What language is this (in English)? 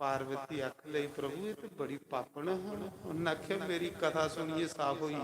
Dogri